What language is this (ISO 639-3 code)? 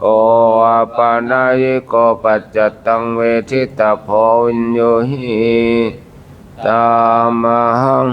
pli